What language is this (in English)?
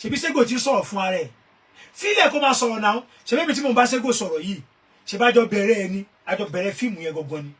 Yoruba